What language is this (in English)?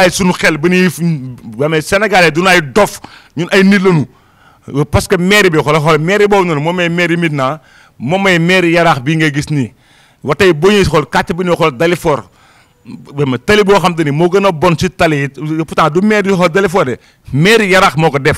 Wolof